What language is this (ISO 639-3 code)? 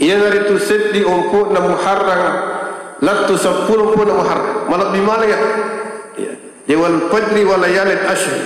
bug